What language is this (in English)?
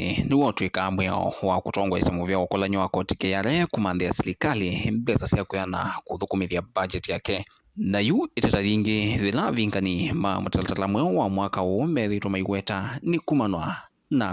Kamba